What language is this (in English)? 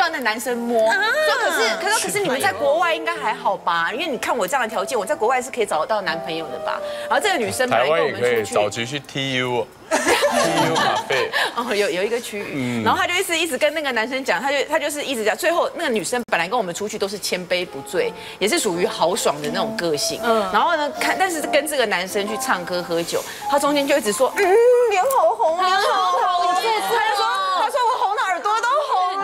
Chinese